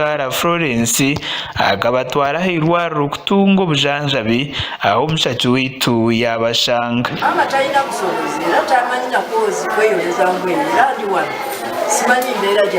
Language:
Nyankole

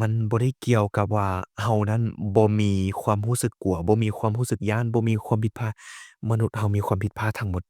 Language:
Lao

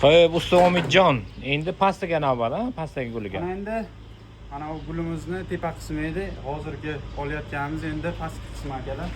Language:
Uzbek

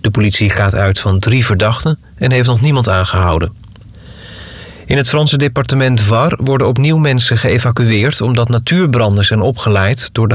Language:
Dutch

